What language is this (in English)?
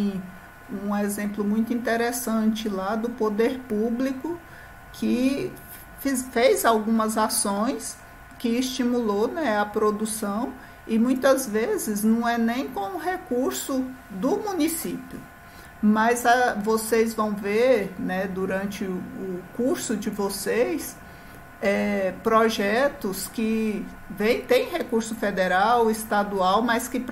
Portuguese